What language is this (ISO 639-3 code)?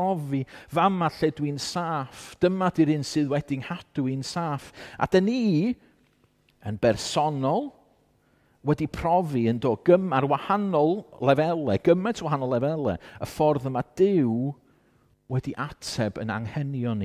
cym